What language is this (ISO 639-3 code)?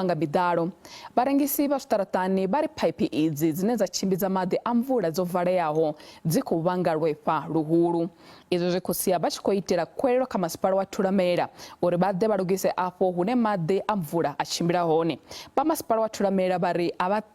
ven